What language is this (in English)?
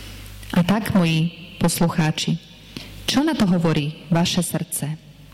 Slovak